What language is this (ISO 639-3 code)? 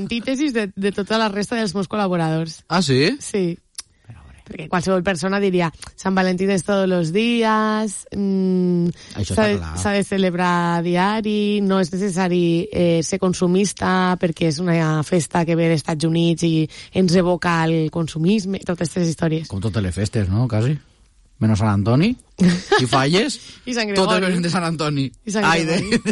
cat